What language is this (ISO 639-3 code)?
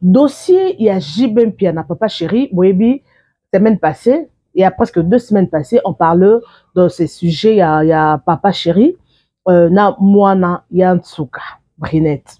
lin